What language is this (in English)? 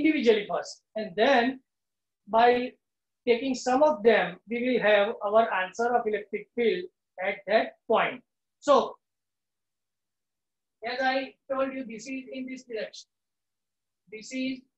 English